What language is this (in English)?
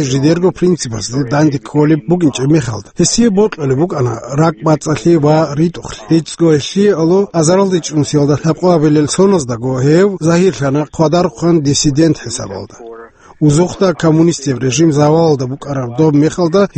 Avaric